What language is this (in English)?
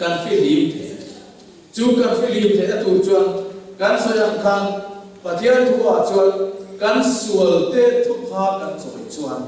Mizo